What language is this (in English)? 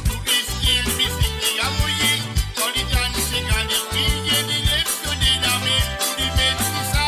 Morisyen